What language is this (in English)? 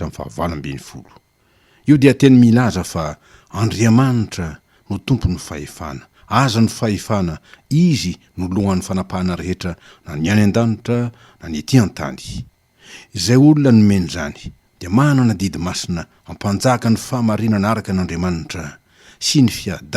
Malagasy